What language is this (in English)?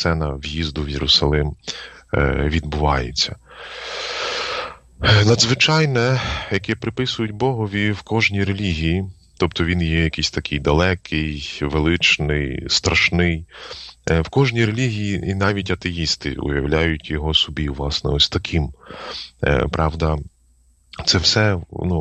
Ukrainian